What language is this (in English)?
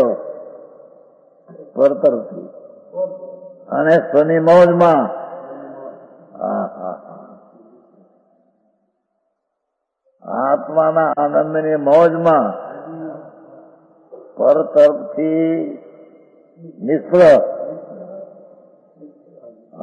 Gujarati